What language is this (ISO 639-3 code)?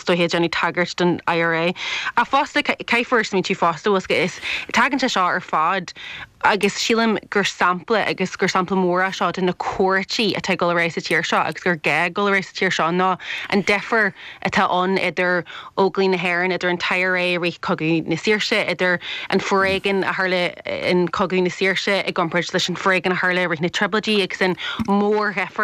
gle